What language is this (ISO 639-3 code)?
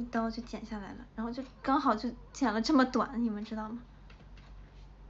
zho